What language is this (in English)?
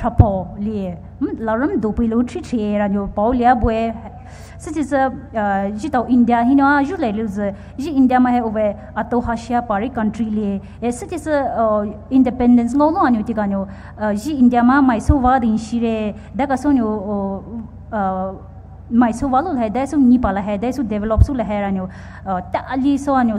Poumei Naga